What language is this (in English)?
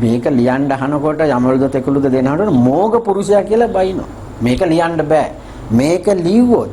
Sinhala